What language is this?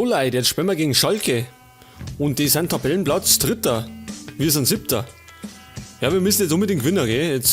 Bavarian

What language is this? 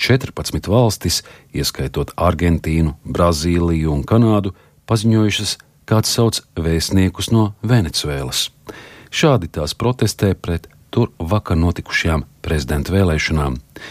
Latvian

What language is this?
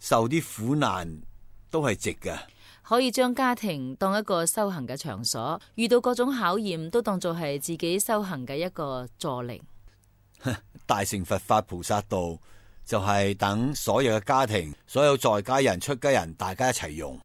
Cantonese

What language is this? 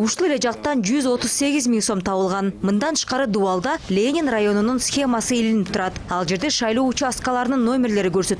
Kyrgyz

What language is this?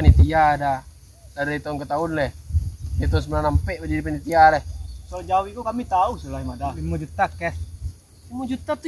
Minangkabau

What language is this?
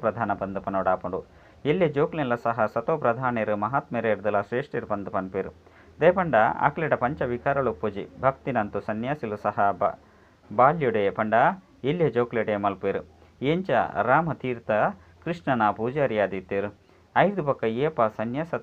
Tulu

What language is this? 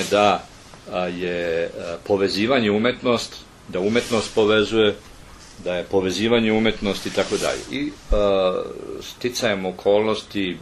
Serbian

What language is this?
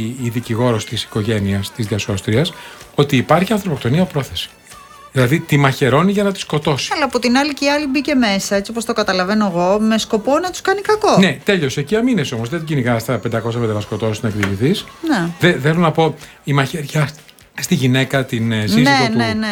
Greek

